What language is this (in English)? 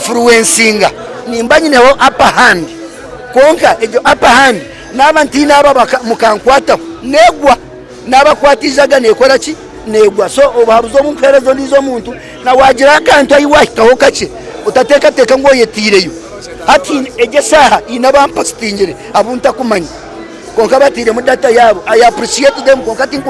Nyankole